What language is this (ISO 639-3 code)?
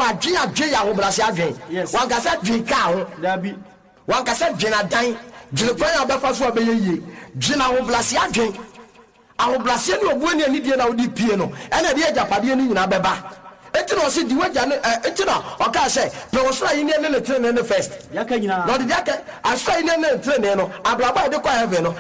aka